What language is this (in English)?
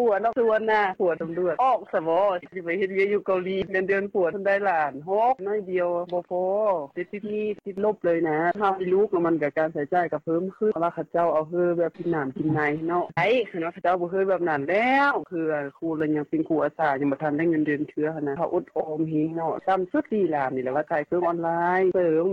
Lao